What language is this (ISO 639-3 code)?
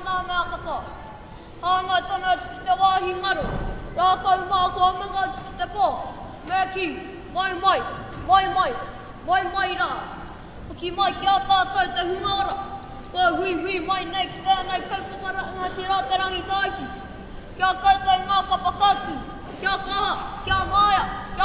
mri